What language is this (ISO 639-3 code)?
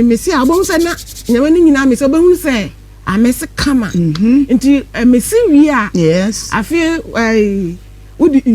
aka